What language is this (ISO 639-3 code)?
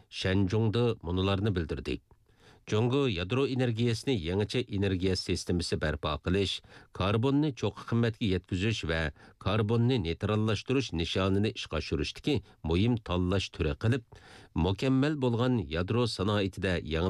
uig